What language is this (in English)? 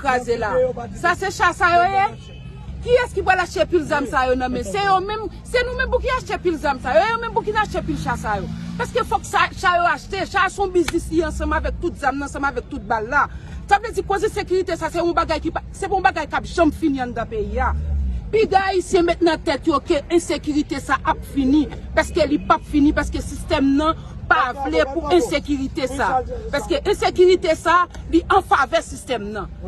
Haitian Creole